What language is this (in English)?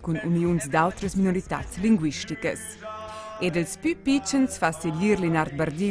Romansh